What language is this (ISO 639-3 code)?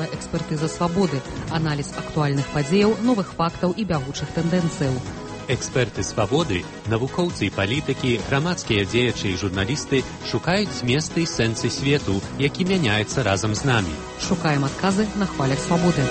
bel